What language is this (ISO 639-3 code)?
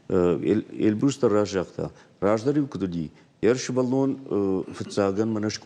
oss